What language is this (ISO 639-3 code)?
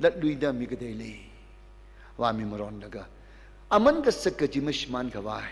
nmf